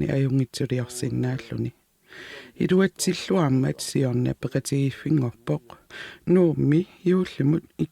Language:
Kalaallisut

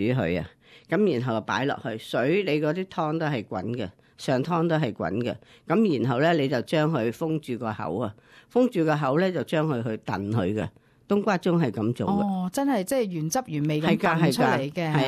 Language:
Cantonese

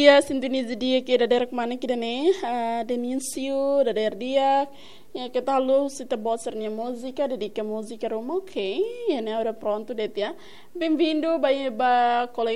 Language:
Tetum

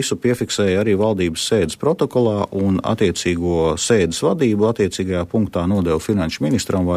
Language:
Latvian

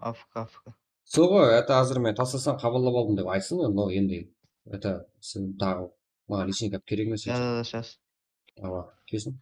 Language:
Kara-Kalpak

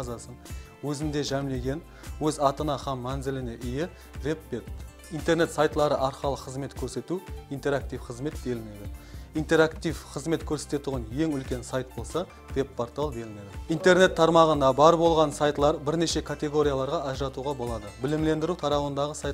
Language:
Kara-Kalpak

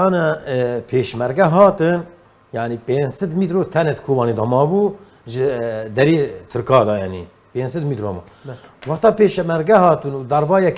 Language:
Kurdish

